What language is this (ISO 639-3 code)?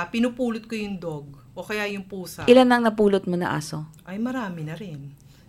fil